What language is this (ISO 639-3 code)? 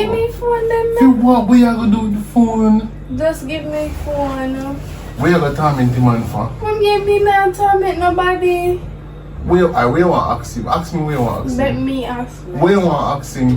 jam